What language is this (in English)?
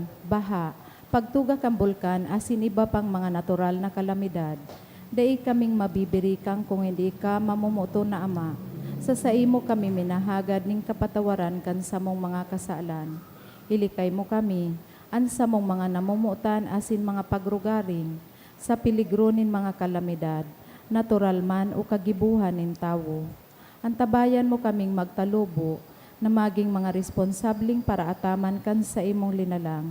Bikol